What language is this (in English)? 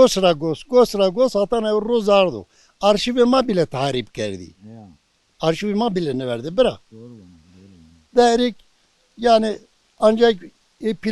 Zaza